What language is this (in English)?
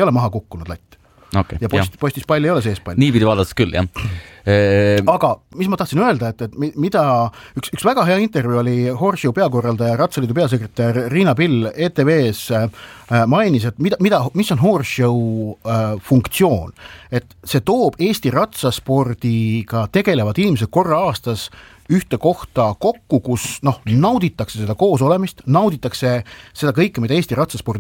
Estonian